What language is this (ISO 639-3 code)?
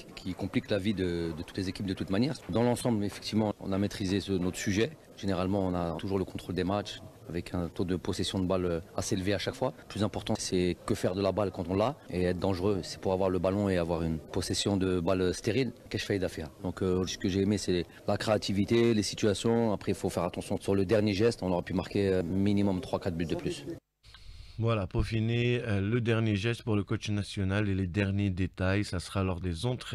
fra